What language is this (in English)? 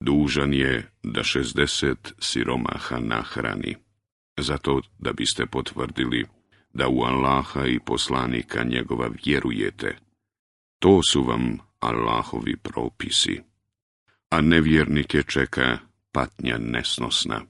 Bosnian